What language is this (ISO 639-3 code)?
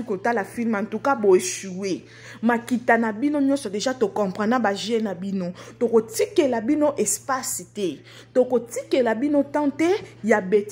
lin